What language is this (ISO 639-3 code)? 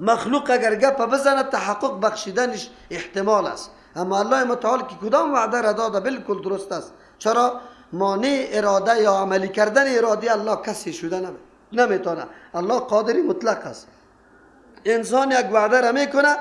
fas